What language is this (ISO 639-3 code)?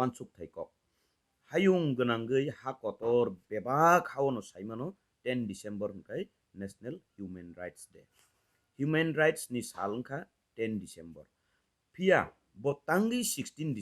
trp